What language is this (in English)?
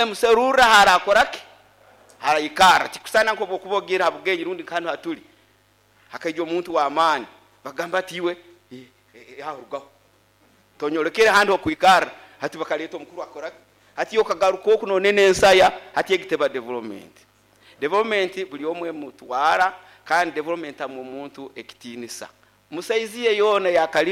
Nyoro